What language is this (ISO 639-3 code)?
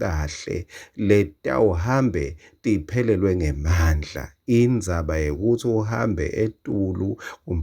ssw